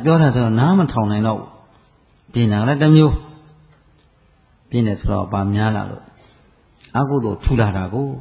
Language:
Burmese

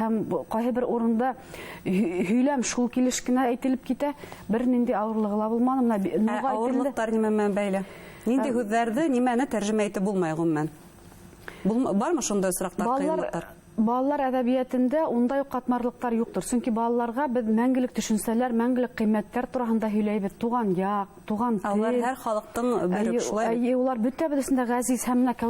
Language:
Bashkir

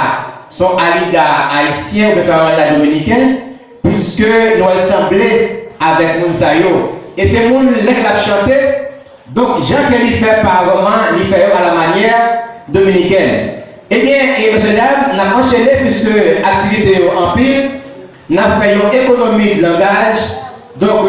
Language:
Haitian Creole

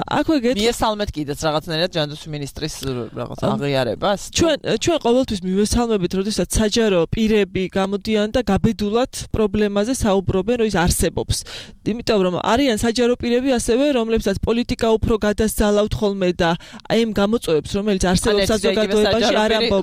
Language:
Georgian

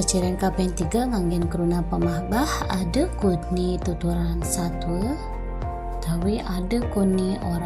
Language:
Balinese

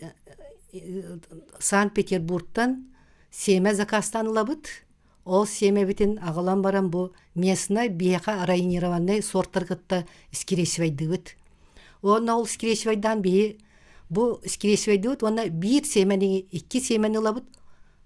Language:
Yakut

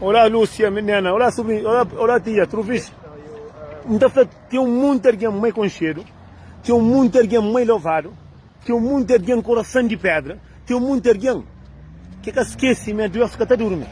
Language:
Kabuverdianu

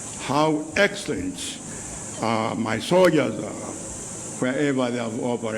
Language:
Nyanja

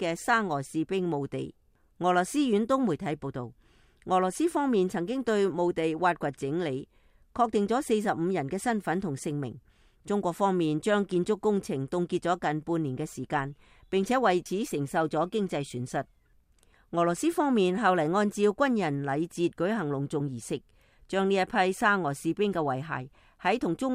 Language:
Cantonese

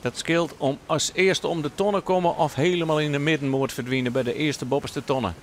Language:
Western Frisian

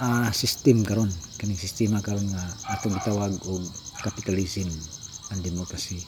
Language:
Cebuano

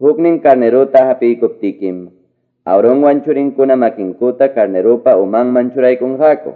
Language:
Quechua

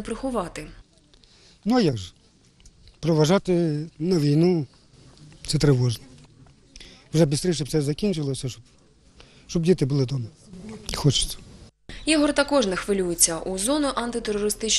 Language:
Ukrainian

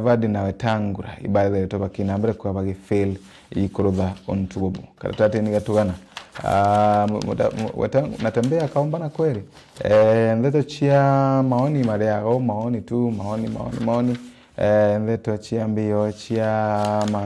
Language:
Meru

